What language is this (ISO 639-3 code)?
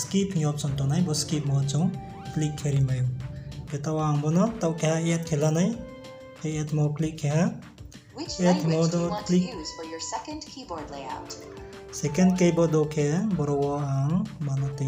ria